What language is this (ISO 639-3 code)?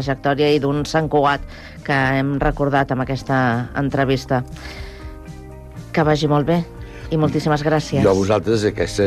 cat